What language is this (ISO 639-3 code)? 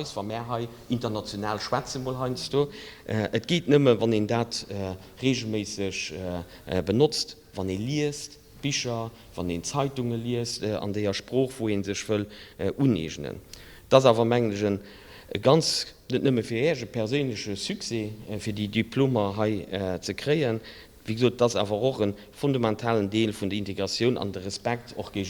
ltz